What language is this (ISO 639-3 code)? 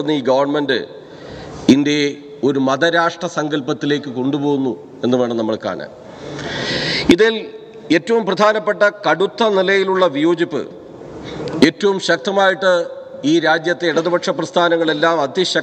mal